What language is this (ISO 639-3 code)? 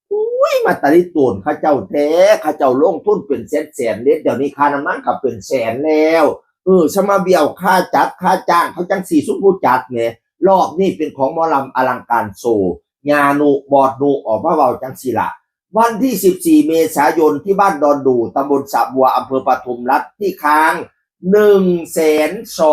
tts